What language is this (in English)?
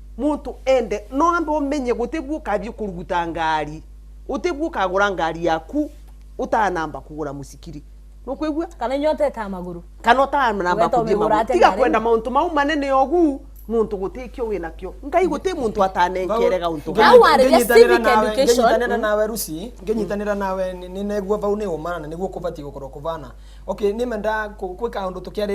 Meru